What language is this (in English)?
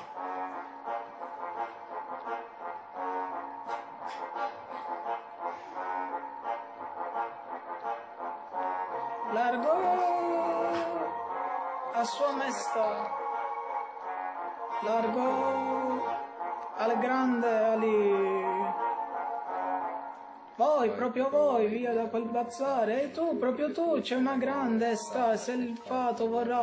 Italian